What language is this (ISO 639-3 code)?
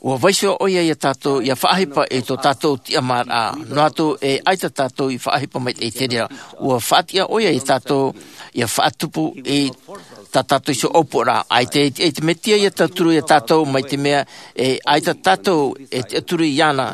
tah